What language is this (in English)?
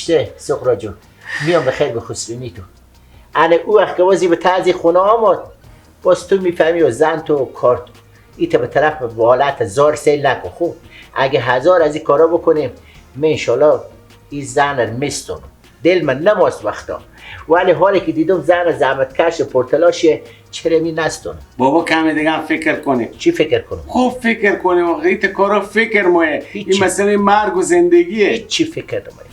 Persian